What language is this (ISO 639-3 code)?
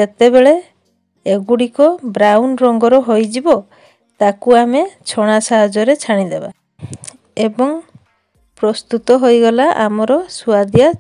ori